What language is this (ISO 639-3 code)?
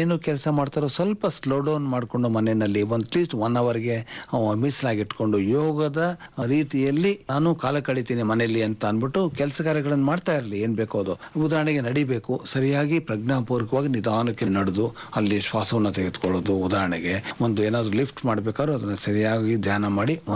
kan